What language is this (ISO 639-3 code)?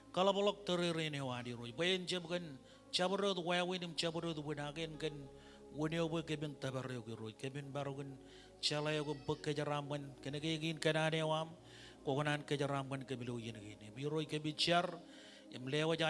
mah